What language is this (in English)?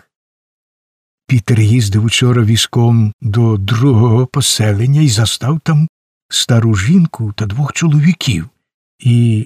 Ukrainian